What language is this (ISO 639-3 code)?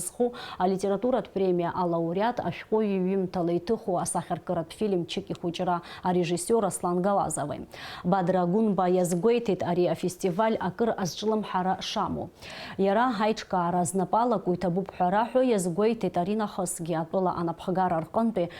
abk